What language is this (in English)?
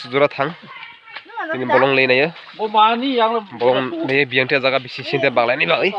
Kok Borok